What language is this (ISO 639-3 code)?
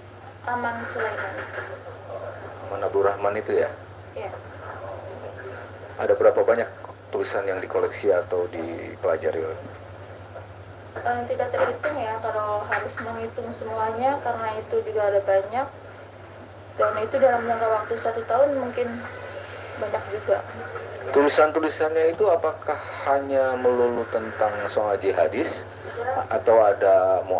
ind